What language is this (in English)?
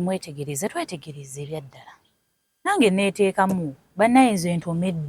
Ganda